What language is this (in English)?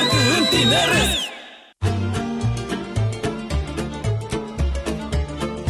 Romanian